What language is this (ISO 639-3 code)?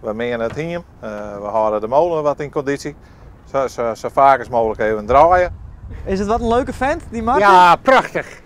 fry